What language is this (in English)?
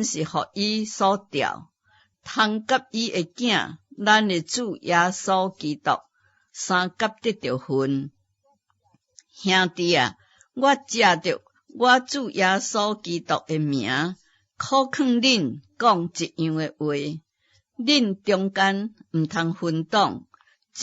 Min Nan Chinese